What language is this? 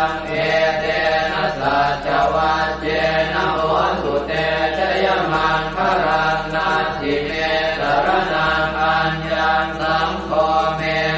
Pali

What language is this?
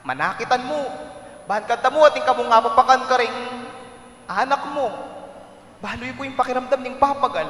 Pampanga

